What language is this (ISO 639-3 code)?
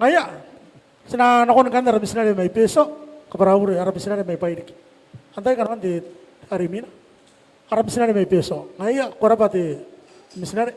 gil